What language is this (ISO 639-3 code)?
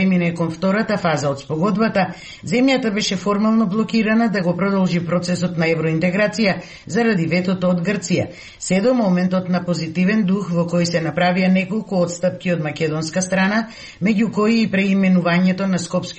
mkd